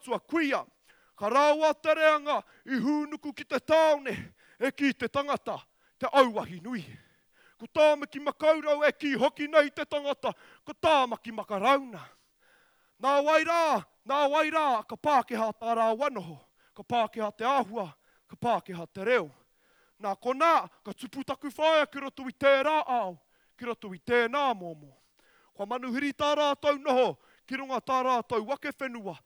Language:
Māori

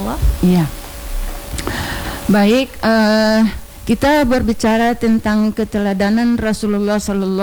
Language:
Indonesian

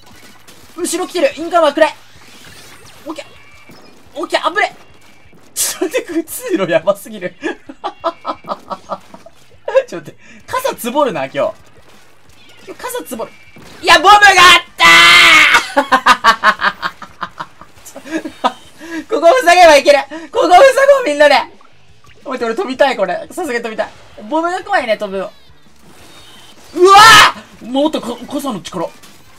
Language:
Japanese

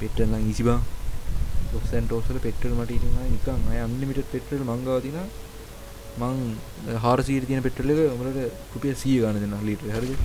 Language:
Sinhala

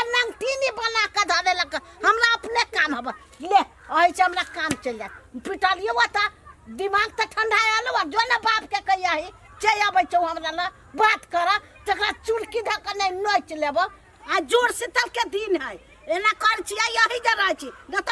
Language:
Maithili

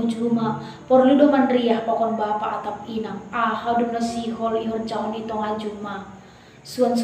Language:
Batak Simalungun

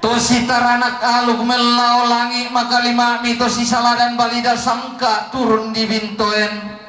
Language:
Toraja-Sa'dan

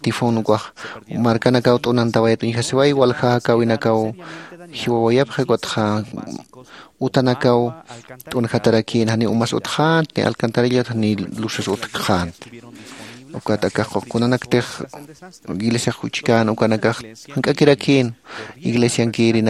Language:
Aymara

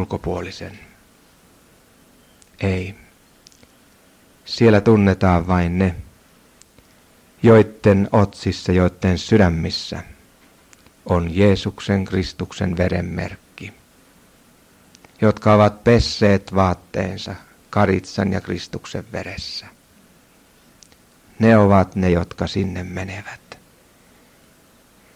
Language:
Finnish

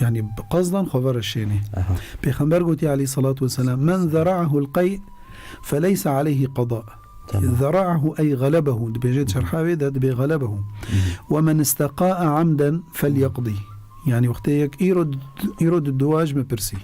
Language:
Kurdish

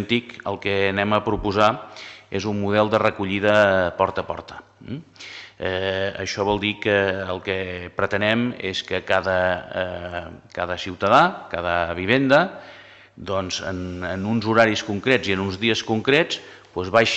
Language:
Catalan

